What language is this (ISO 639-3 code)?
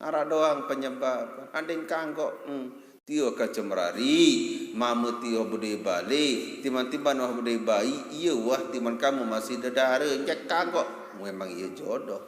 sas